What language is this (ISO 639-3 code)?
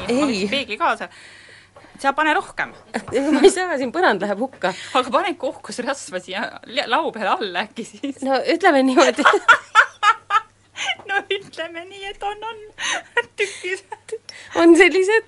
est